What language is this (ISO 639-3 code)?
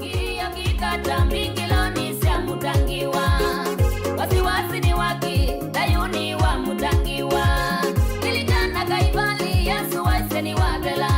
kam